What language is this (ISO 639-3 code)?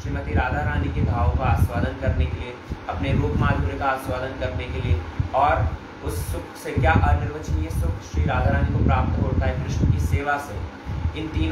hin